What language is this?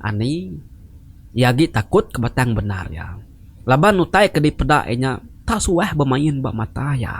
Iban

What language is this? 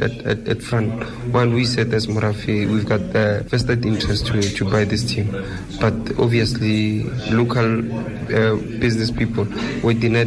Tswana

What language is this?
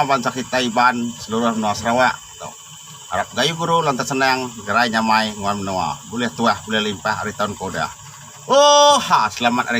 Iban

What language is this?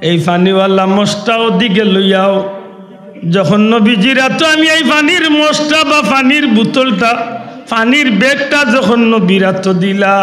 Sylheti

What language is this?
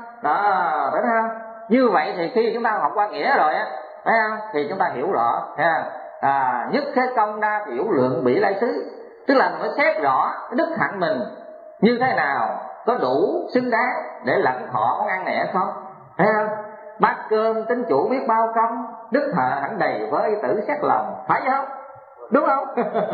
Vietnamese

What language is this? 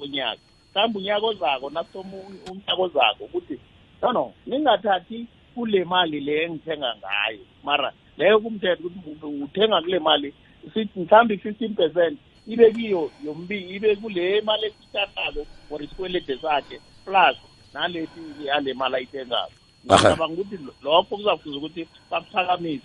South Ndebele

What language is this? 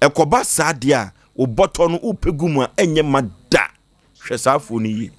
Akan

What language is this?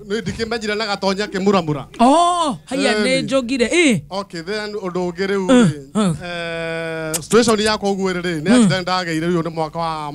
Kikuyu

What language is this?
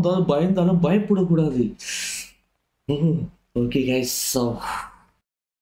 Tamil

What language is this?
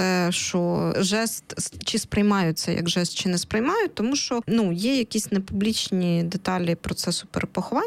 Ukrainian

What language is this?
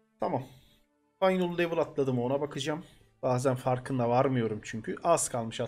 Turkish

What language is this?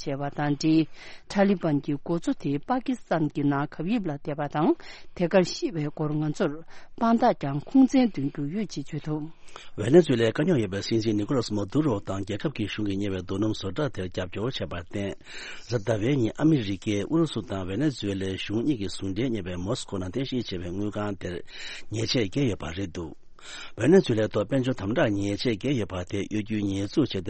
Tibetan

